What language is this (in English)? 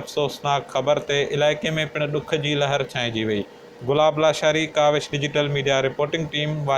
Sindhi